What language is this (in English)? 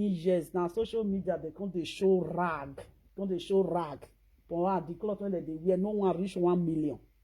Nigerian Pidgin